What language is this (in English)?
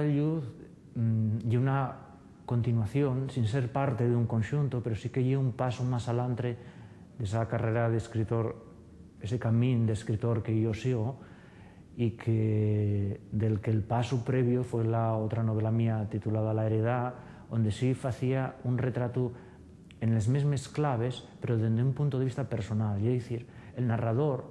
Asturian